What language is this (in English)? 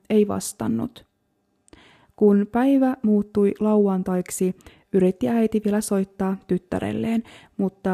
Finnish